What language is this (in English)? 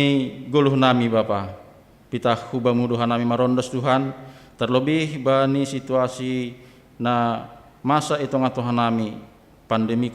Batak Simalungun